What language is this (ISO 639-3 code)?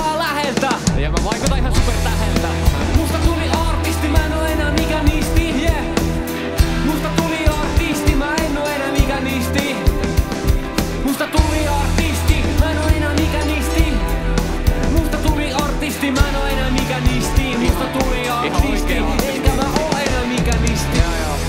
fin